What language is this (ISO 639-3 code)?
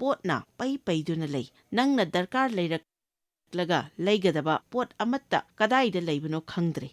mni